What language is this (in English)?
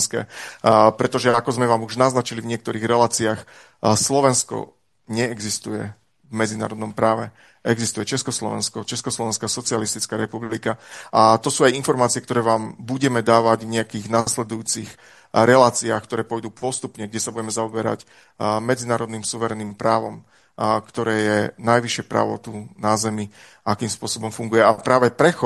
Slovak